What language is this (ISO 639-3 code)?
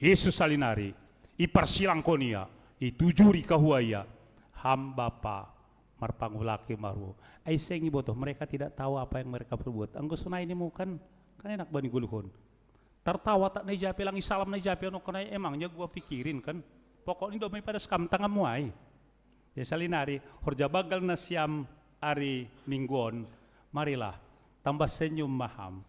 bts